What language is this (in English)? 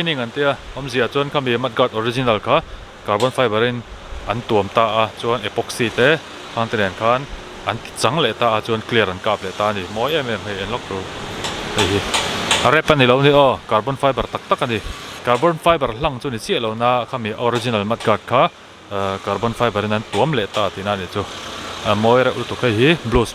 Mizo